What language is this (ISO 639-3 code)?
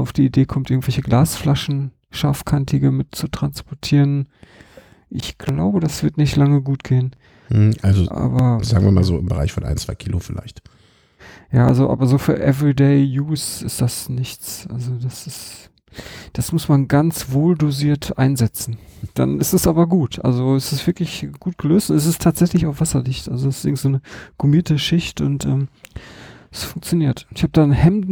deu